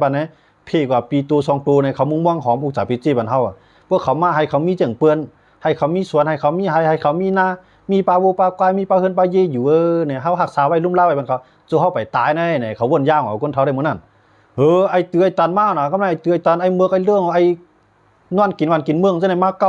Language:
Shan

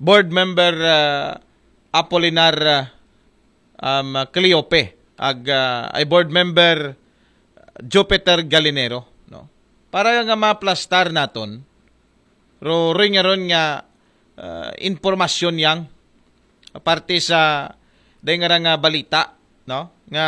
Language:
Aklanon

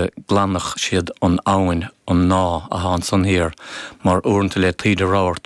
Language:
Irish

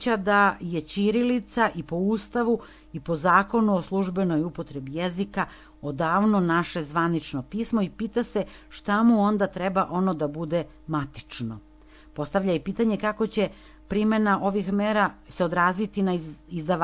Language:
Serbian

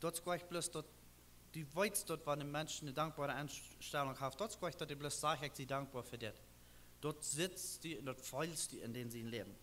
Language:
Plautdietsch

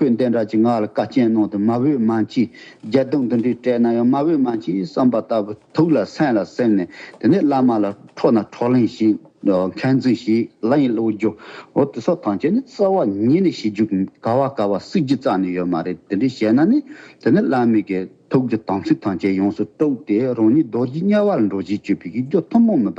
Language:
Tibetan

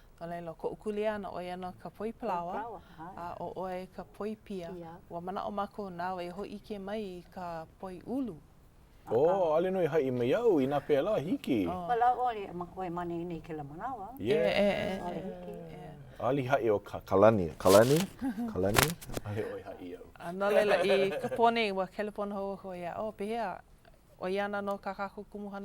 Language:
Hawaiian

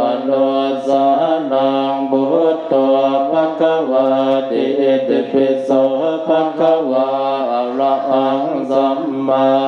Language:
Pali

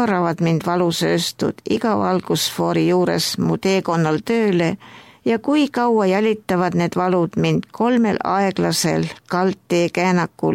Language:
Estonian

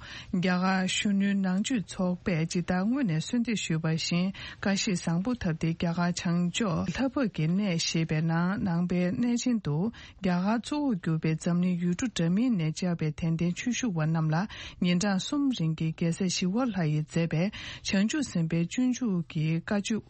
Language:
Tibetan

